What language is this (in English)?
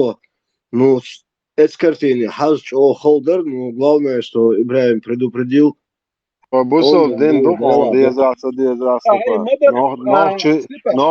Chechen